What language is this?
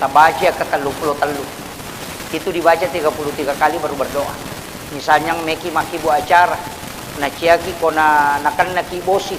Buginese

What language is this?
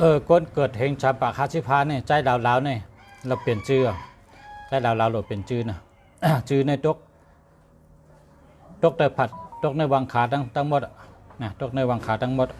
Shan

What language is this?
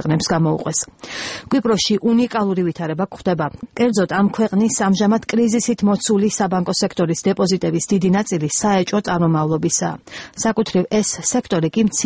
Georgian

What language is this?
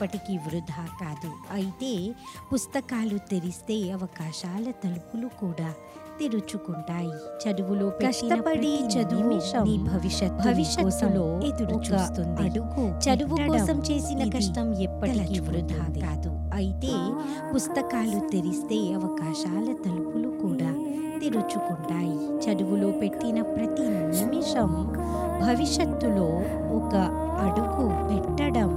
Telugu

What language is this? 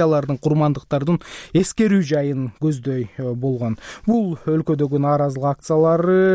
Kyrgyz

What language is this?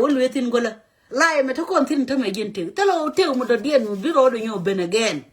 Nuer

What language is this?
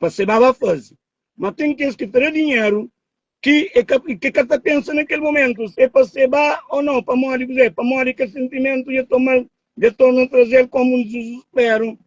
Kabuverdianu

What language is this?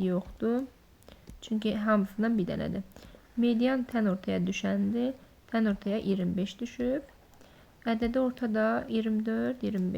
Azerbaijani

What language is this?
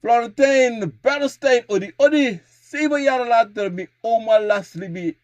Sranan Tongo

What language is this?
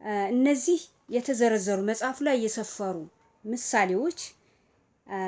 Amharic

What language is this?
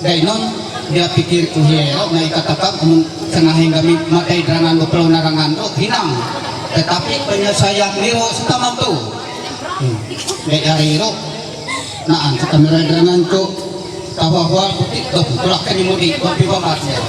Ma'anyan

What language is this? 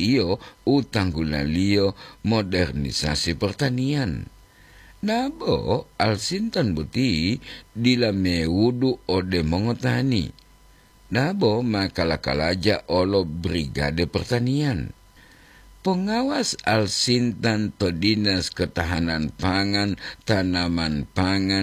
Gorontalo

